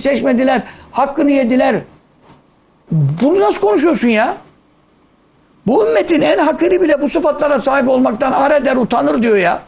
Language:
Turkish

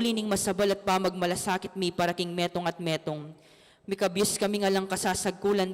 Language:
Pampanga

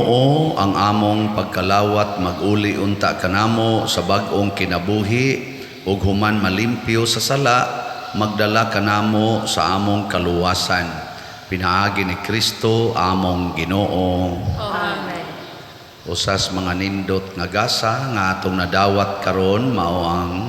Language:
Cebuano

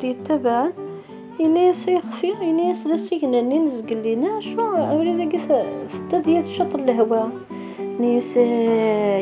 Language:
Kabyle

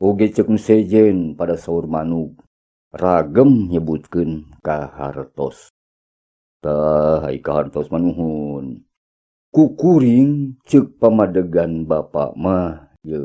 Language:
Sundanese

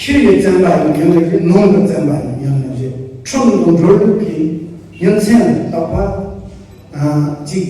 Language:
Tibetan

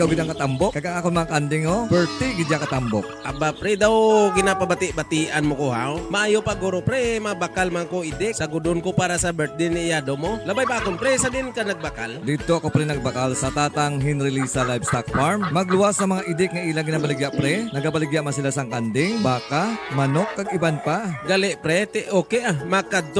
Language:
Hiligaynon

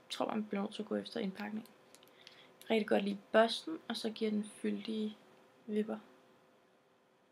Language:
Danish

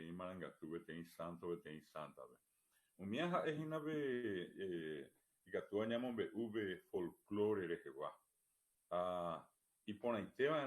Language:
Guarani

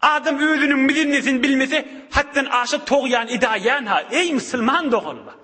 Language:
Turkmen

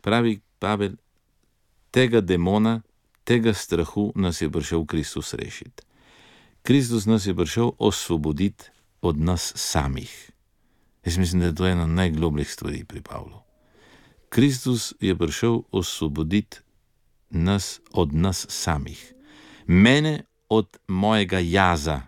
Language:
Slovenian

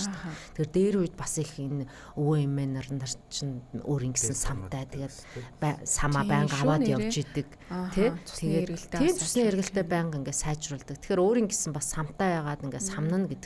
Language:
Mongolian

